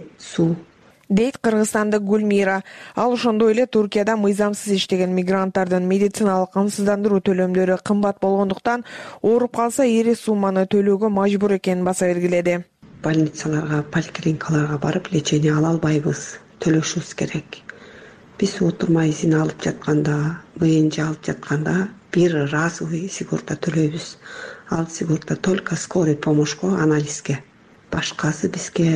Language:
Kyrgyz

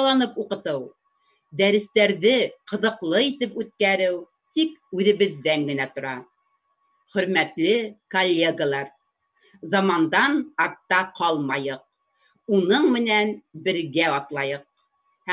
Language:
Bashkir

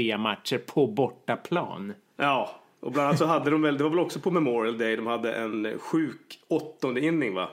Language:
Swedish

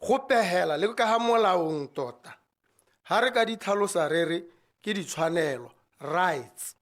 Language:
Tswana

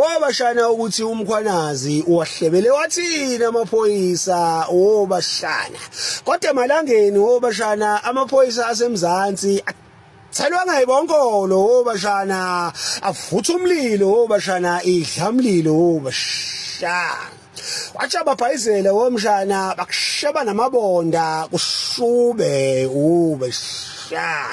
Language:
Zulu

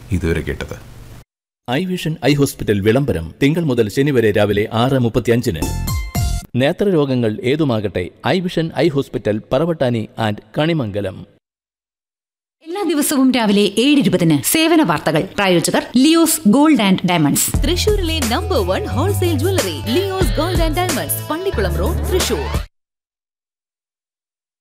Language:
Malayalam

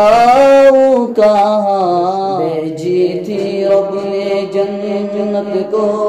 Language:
Urdu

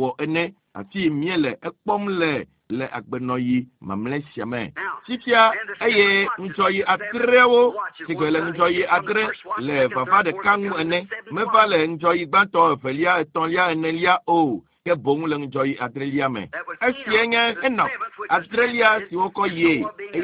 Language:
Ewe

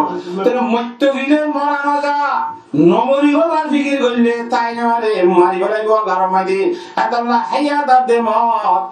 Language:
Rohingya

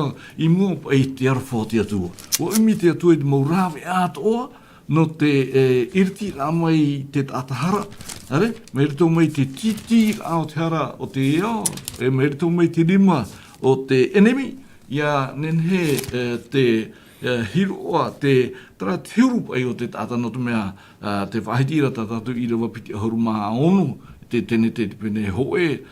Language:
Tahitian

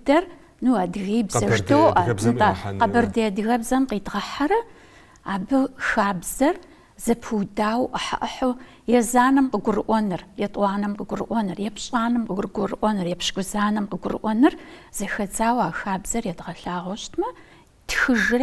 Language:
Kabardian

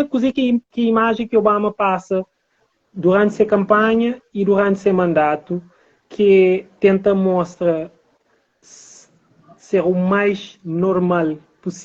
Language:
Kabuverdianu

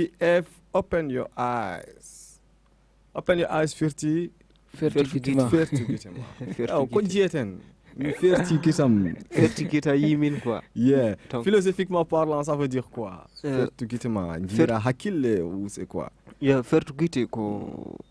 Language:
Fula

